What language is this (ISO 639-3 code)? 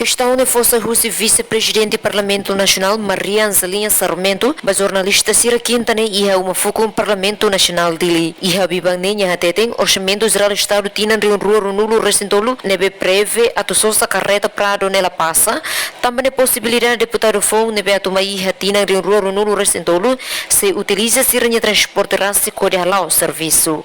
tet